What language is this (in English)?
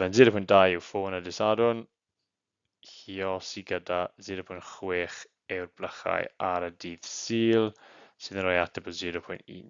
Welsh